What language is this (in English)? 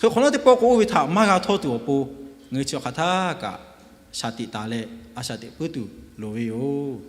Lahu